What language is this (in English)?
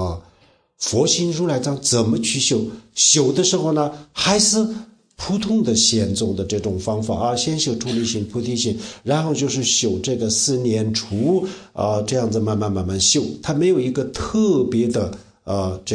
Chinese